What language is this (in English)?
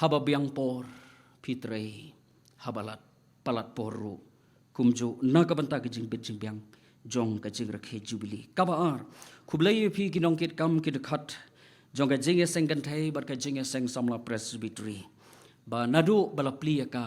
Khasi